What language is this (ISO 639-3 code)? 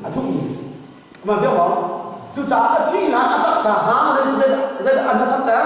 cnh